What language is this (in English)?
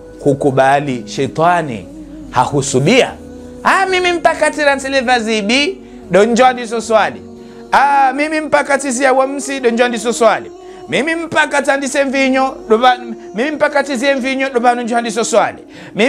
Ngazidja Comorian